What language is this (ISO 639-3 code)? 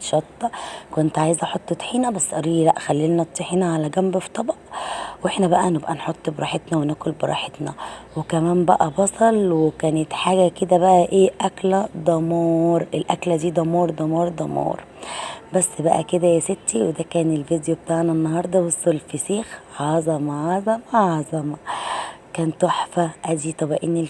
arz